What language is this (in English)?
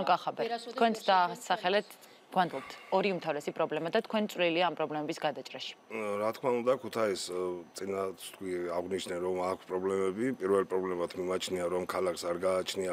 Georgian